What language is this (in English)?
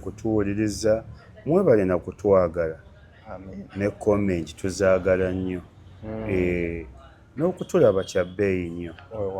Ganda